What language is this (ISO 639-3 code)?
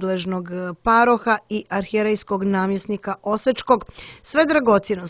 srp